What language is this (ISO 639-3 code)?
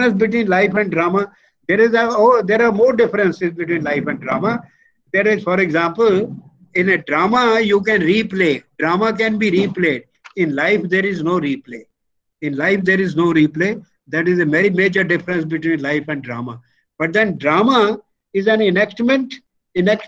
eng